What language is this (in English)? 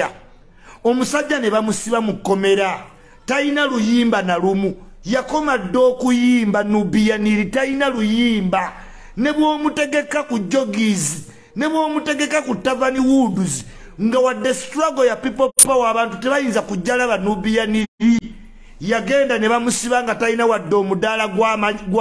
Ganda